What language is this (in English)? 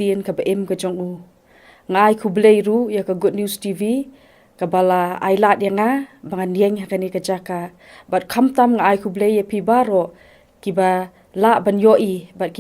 Khasi